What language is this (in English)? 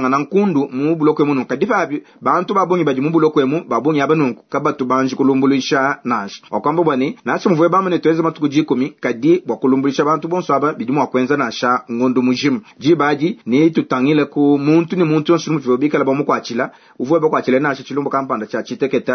Luba-Lulua